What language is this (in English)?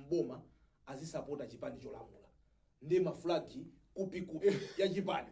Nyanja